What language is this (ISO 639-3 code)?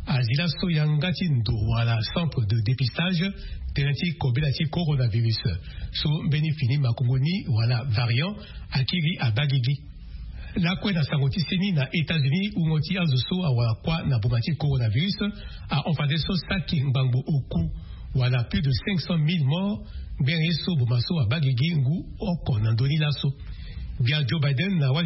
sag